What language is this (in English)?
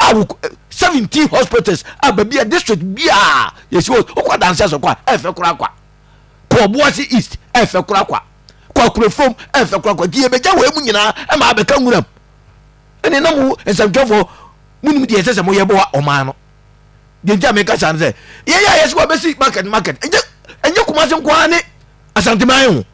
Akan